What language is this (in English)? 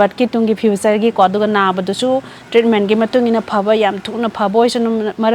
Manipuri